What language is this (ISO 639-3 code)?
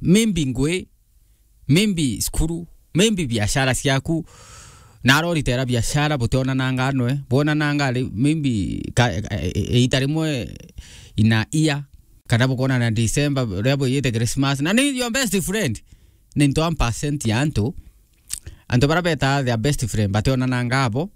mer